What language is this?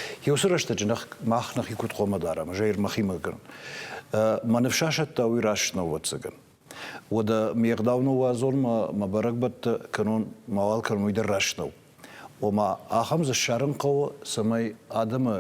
Ossetic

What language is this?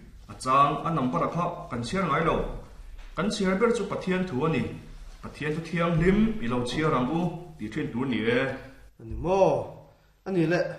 Mizo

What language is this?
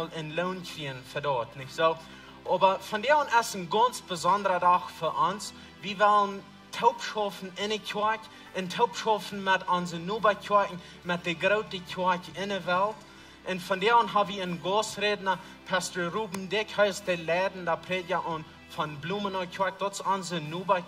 Plautdietsch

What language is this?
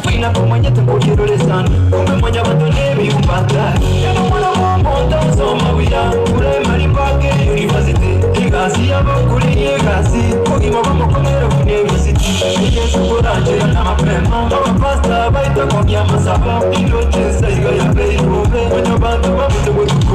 Gusii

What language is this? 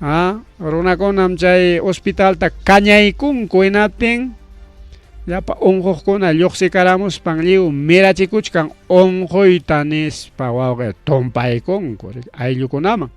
Ayacucho Quechua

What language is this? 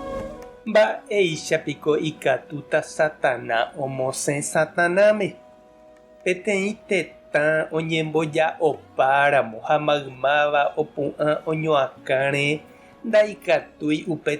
Guarani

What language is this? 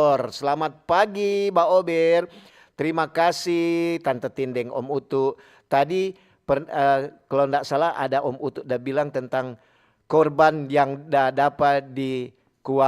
Manado Malay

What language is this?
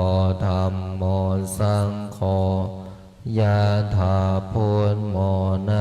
Pali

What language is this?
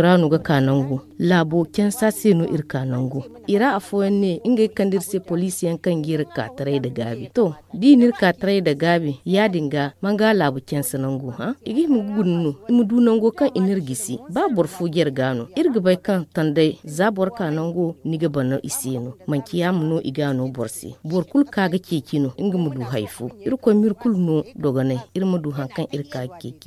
Zarma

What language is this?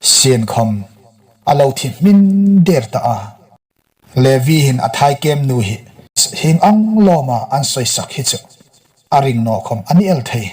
Hmar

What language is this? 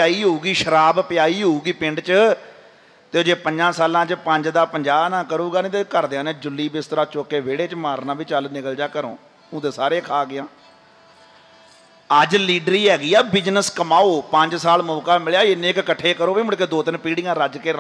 Punjabi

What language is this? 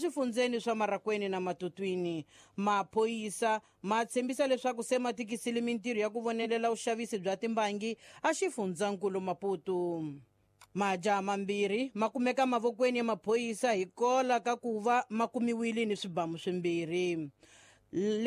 Tsonga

